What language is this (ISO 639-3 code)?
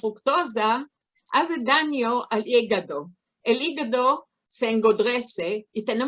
lad